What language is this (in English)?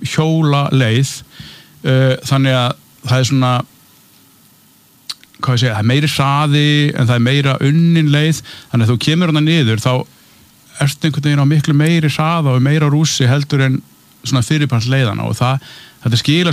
Icelandic